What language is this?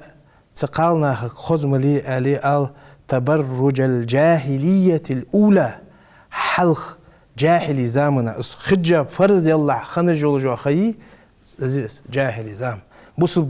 Ingush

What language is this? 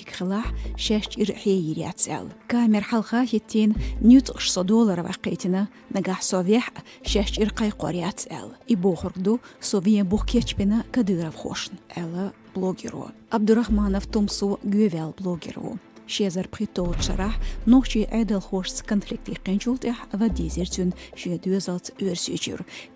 Chechen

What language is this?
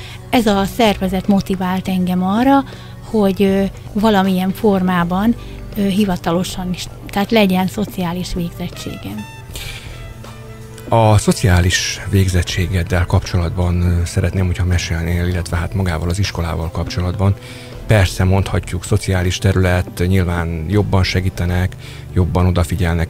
Hungarian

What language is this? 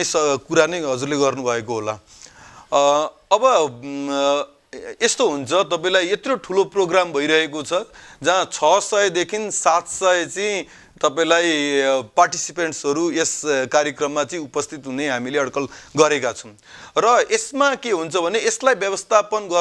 Nepali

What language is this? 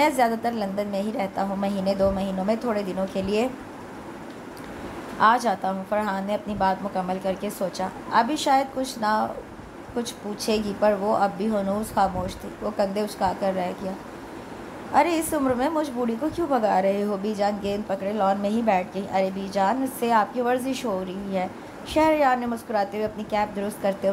Urdu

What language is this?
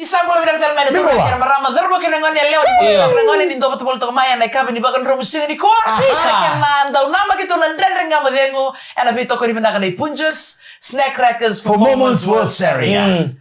Fijian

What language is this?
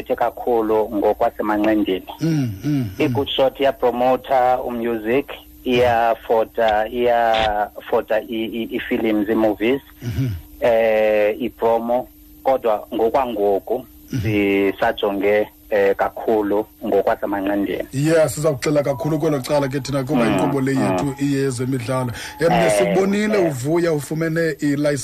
Xhosa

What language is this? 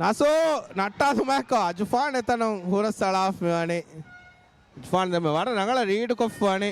Divehi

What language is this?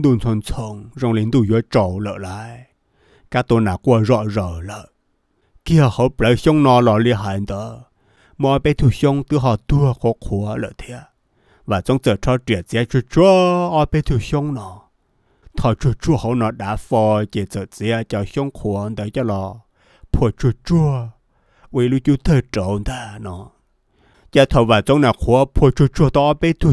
Hmong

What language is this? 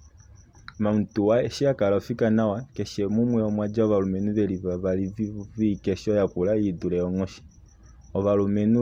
Kuanyama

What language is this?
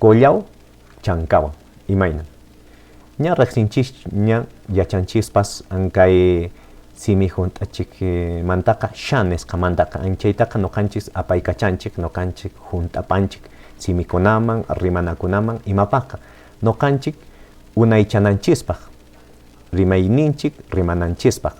Quechua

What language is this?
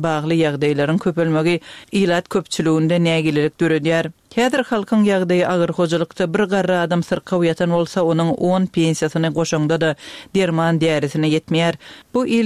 Turkmen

